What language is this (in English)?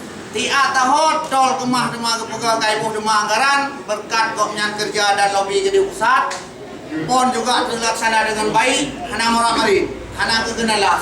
Achinese